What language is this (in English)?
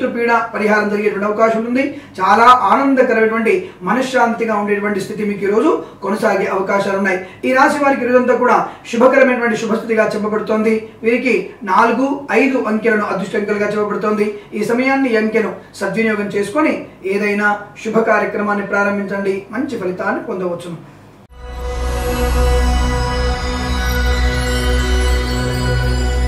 Telugu